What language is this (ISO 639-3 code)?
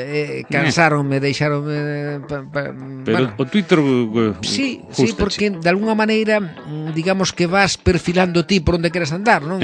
glg